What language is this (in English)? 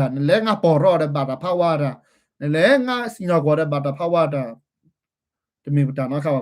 S'gaw Karen